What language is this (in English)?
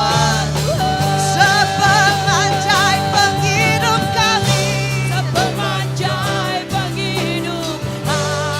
Iban